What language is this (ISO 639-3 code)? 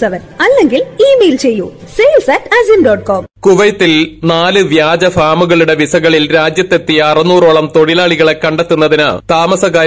mal